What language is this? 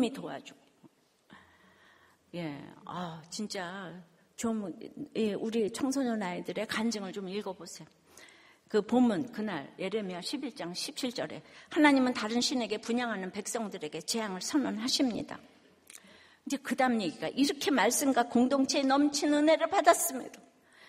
Korean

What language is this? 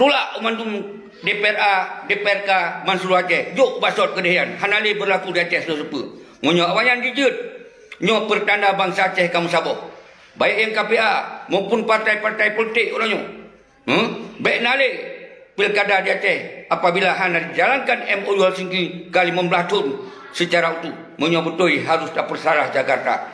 Achinese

